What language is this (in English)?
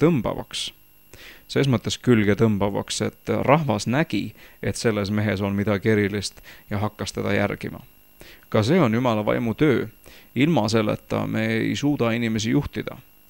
Estonian